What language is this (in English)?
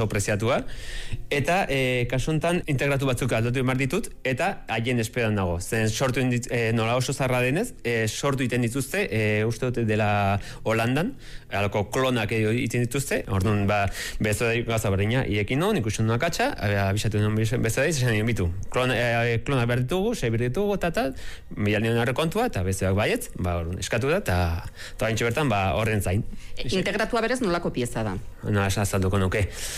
Basque